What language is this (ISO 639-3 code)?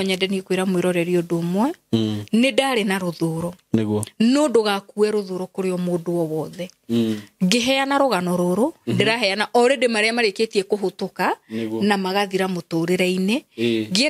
kik